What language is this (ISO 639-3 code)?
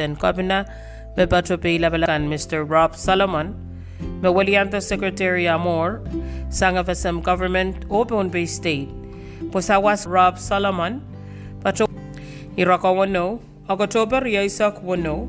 pon